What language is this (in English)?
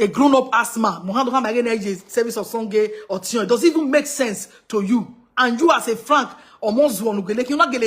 Nigerian Pidgin